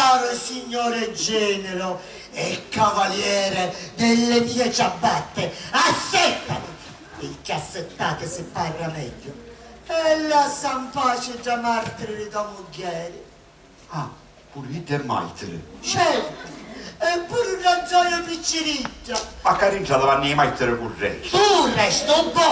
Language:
Sicilian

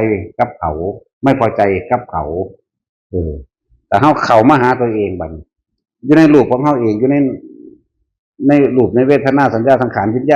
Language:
Northeastern Thai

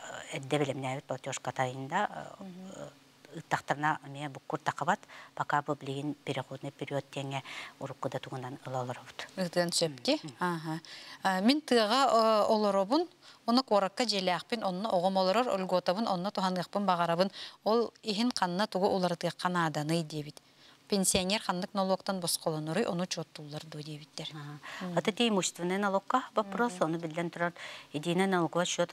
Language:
Yakut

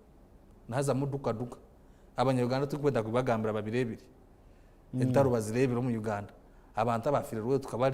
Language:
Nyankole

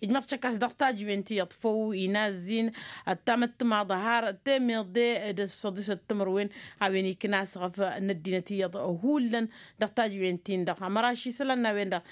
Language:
Tamasheq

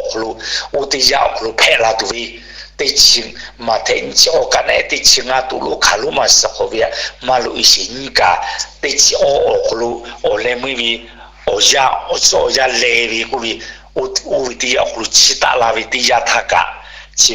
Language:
Lahu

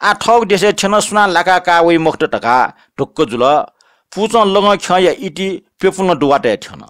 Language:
Newari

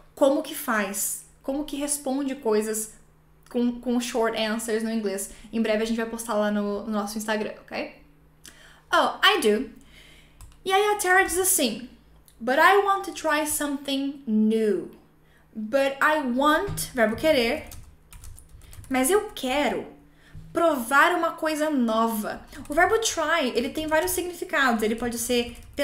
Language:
Portuguese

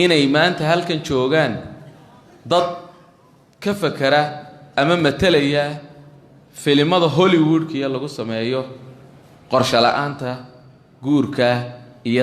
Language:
Somali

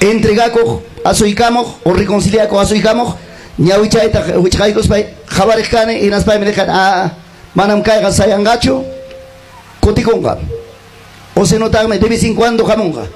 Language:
Ayacucho Quechua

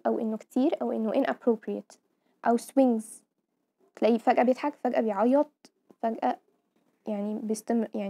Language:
Egyptian Arabic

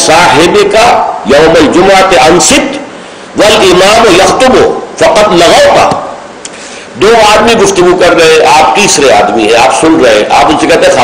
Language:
Urdu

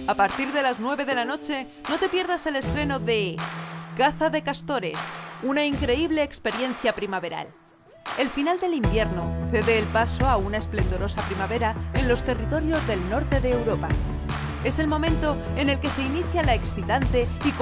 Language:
Spanish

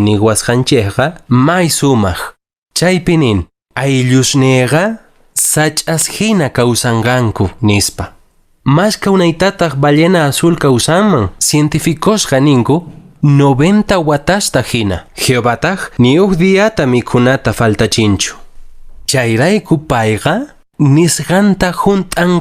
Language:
Quechua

